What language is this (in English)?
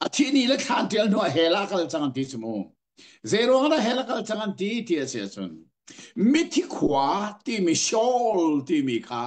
Hakha Chin